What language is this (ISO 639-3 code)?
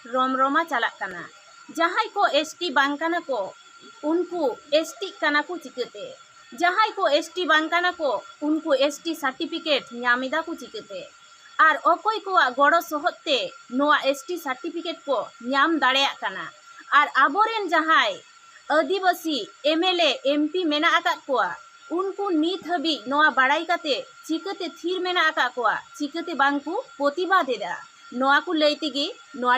sat